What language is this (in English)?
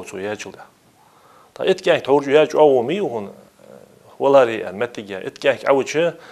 Ingush